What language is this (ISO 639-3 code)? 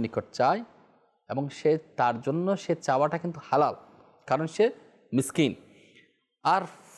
ben